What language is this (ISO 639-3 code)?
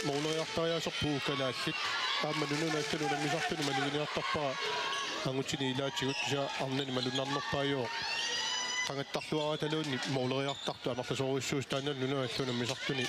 kal